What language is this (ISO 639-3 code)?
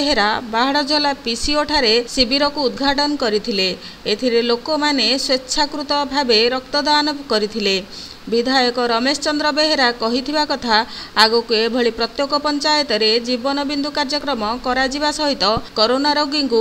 ori